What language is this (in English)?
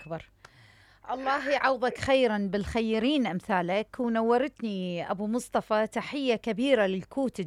Mesopotamian Arabic